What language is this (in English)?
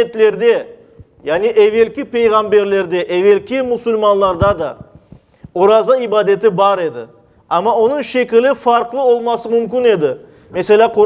Crimean Tatar